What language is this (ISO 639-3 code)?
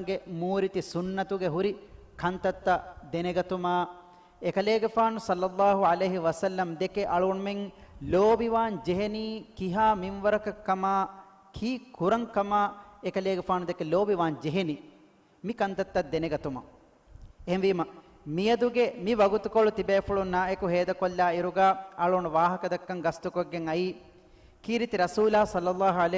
div